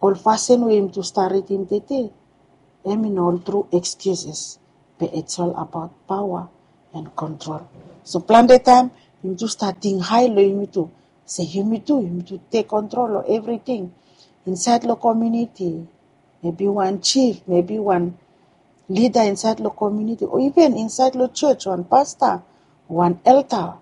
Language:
Bislama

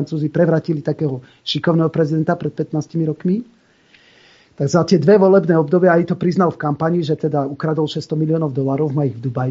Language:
Slovak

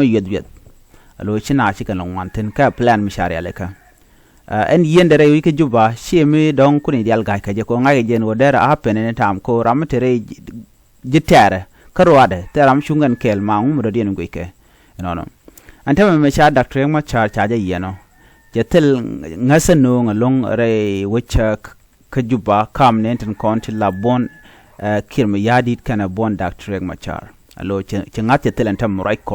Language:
Nuer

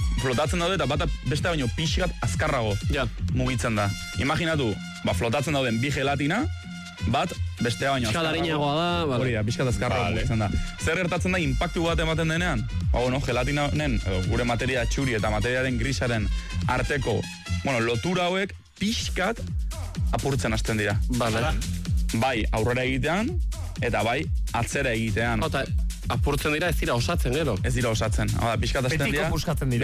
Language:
Basque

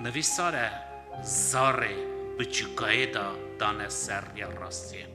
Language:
Kurdish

